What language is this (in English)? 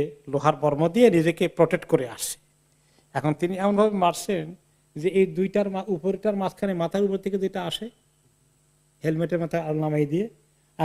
Bangla